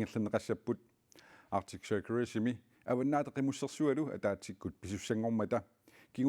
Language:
Kalaallisut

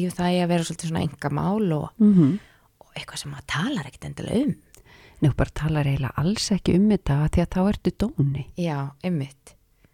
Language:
Icelandic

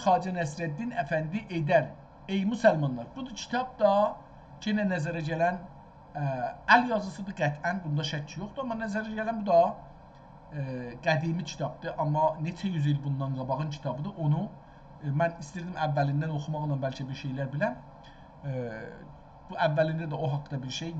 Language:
South Azerbaijani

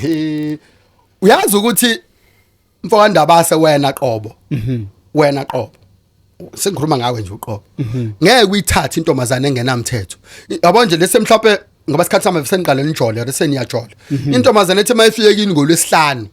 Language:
Zulu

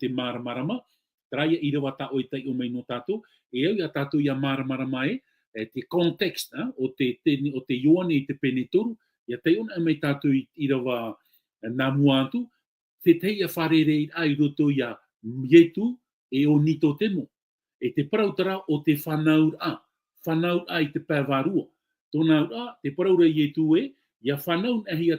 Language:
Tahitian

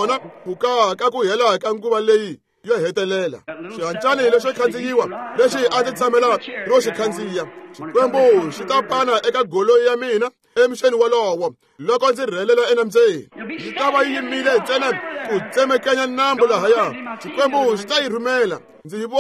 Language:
Tsonga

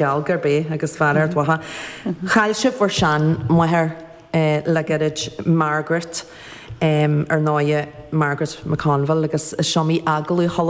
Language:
Irish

